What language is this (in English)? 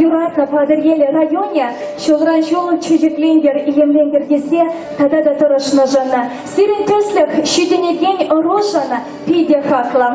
Chuvash